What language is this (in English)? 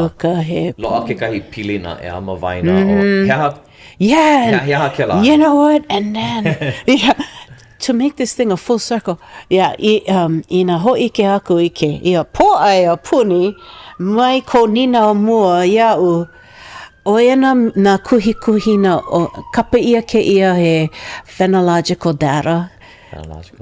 Hawaiian